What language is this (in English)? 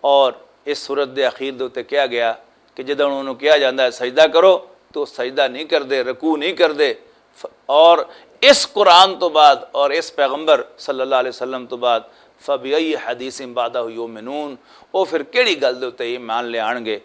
Western Panjabi